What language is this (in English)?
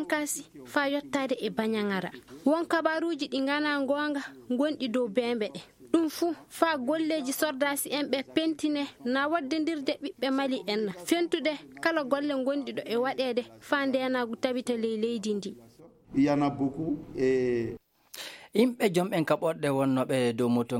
Fula